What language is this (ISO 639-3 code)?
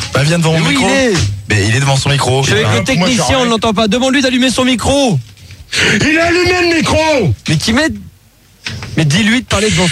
fra